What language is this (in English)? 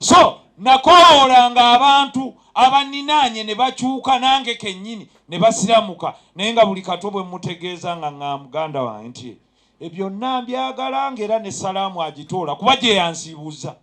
Ganda